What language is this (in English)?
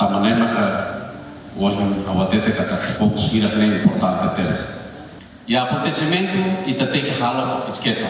Tetum